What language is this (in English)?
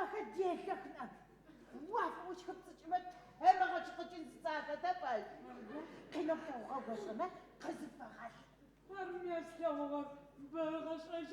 Adyghe